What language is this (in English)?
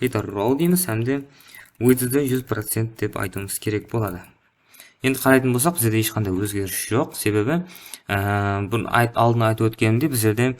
Kara-Kalpak